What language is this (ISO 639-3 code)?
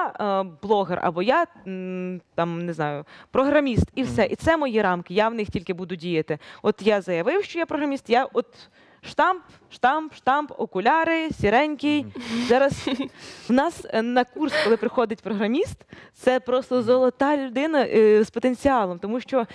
ukr